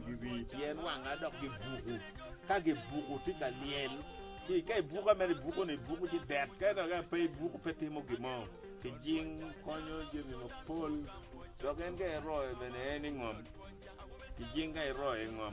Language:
Acoli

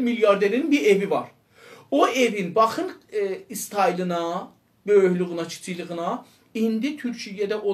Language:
South Azerbaijani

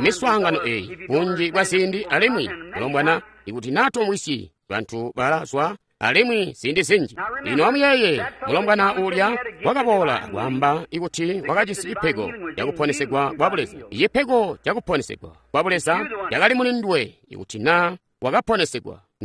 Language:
Tonga (Zambia)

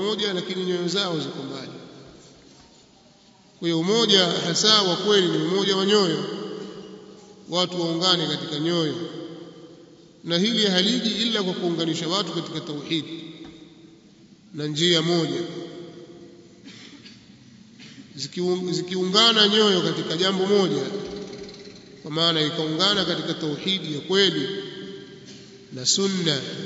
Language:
Swahili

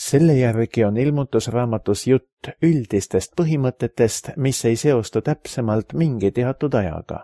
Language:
Estonian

